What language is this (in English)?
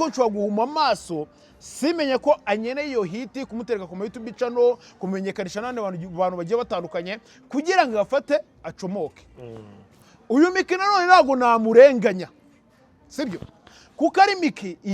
Kinyarwanda